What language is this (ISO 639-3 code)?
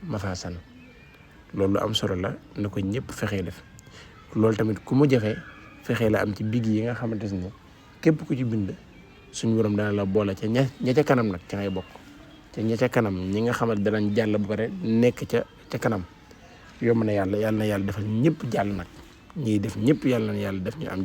wol